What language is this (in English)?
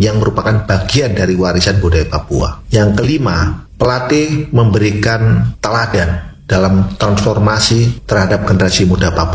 Indonesian